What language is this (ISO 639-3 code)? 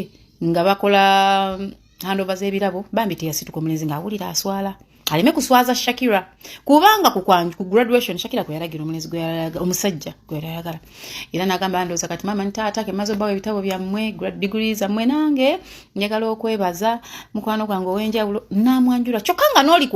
lug